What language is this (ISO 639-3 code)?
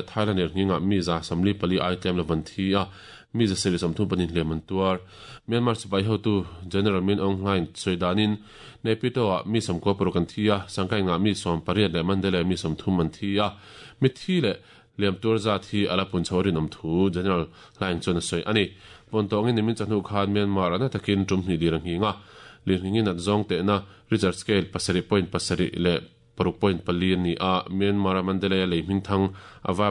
lus